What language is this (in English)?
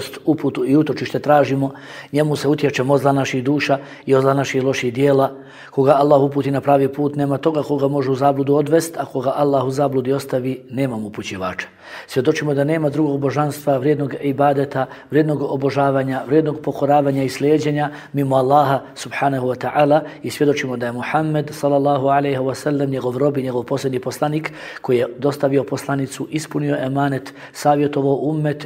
Bosnian